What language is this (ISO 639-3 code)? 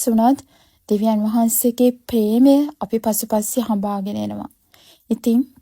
sin